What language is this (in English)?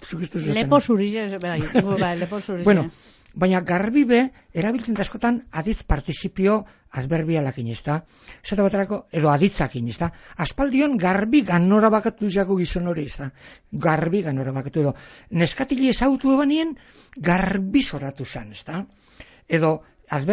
Basque